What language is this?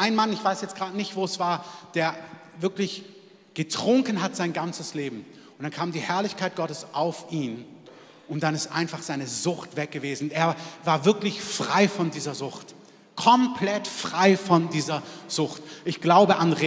German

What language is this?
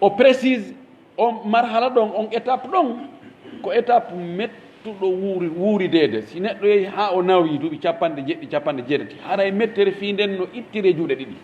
Pular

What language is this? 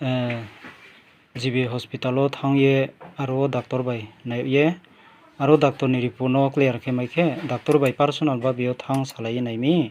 Riang (India)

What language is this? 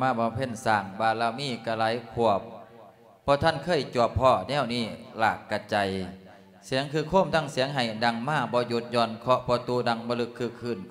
Lao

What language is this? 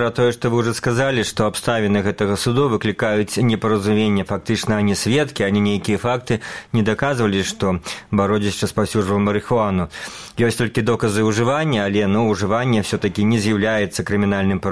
Belarusian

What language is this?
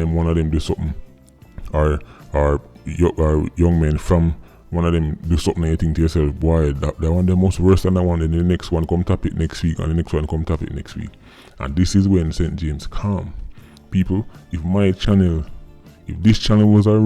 Jamaican Creole English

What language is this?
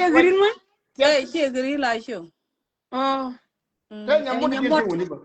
Nuer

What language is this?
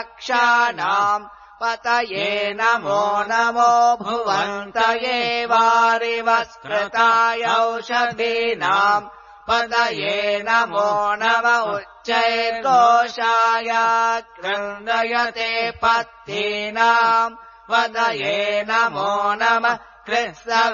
Sanskrit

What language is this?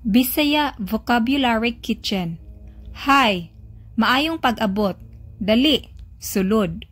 Cebuano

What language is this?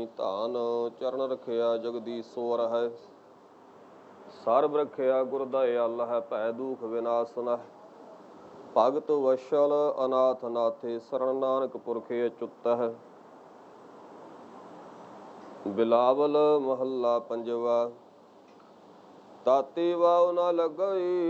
Punjabi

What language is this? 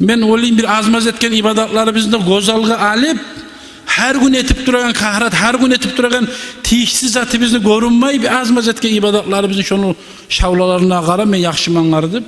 Kumyk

